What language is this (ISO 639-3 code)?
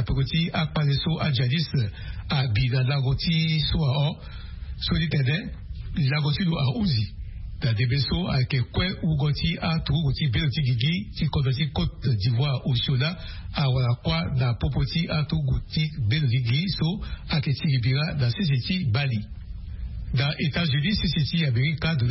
sag